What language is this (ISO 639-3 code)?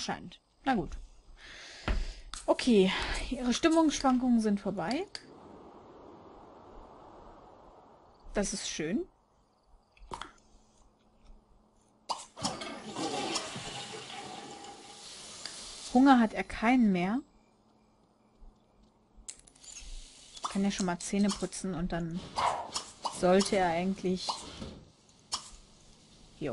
deu